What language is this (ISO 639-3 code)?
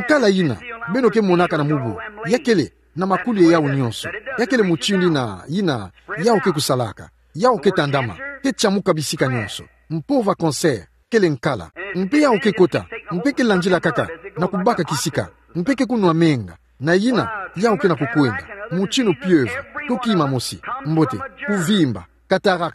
ktu